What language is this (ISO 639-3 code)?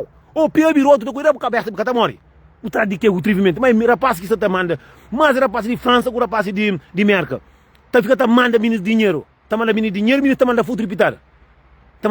kea